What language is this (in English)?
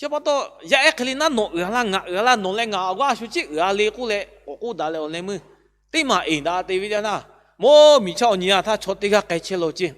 Lahu